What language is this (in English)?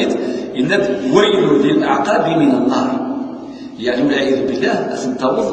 Kabyle